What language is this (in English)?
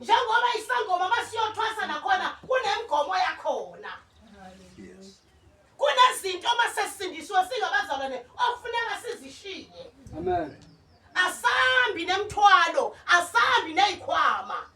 Zulu